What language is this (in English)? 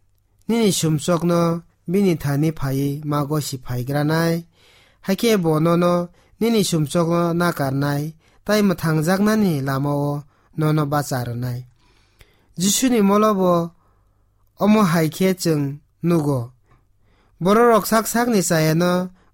Kok Borok